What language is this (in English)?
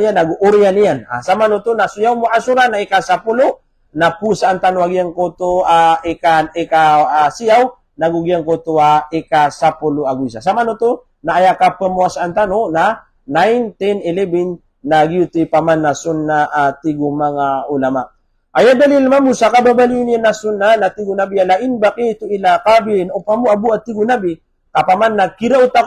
Maranao